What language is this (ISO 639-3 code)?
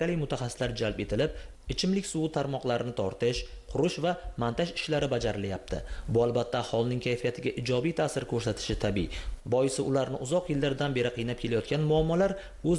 uzb